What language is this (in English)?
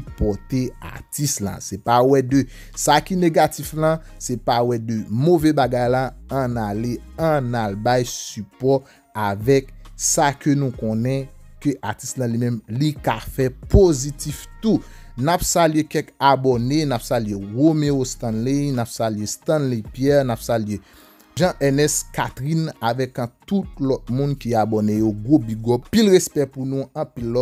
Haitian Creole